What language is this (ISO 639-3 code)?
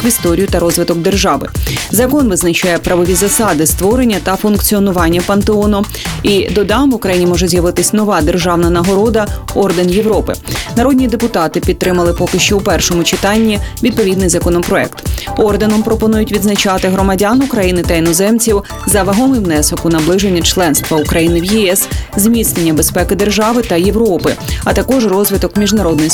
ukr